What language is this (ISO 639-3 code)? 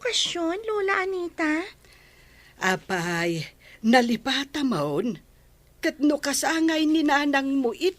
ilo